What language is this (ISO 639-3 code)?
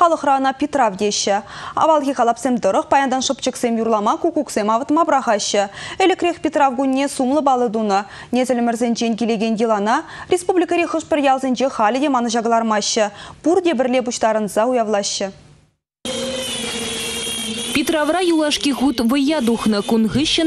chv